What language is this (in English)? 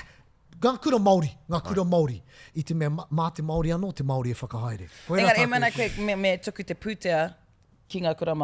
Māori